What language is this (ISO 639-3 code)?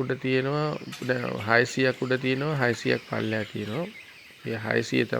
sin